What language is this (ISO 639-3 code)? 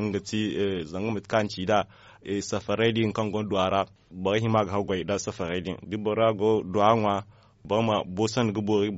dje